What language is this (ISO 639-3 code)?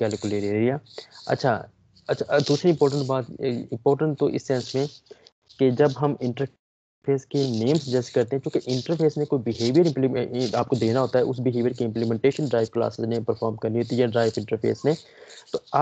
hin